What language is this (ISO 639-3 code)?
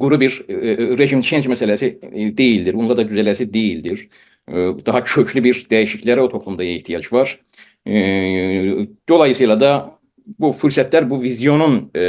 azb